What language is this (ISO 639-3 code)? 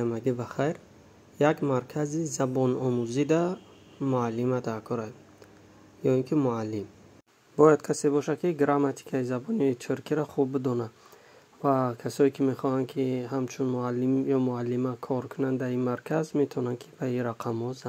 tgk